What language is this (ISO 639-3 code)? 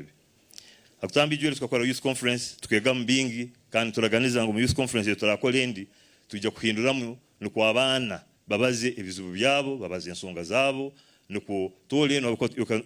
nyn